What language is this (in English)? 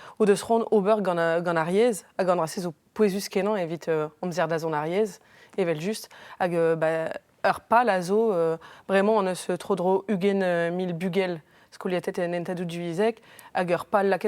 Breton